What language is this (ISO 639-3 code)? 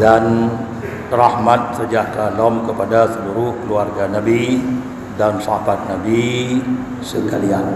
ace